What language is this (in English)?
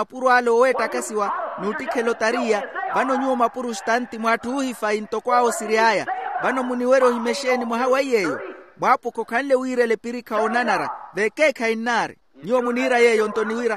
Makhuwa